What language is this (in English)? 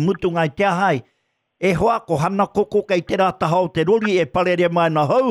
Māori